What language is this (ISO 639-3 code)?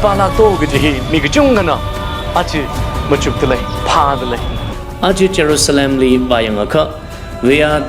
nmf